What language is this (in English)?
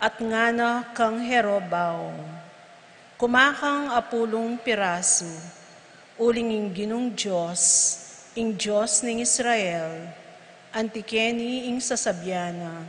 Pampanga